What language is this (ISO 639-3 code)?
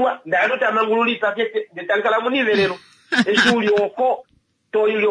kua